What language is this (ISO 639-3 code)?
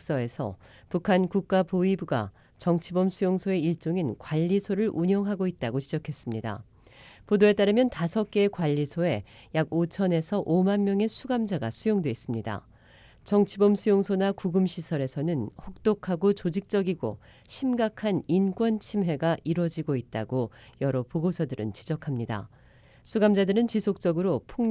kor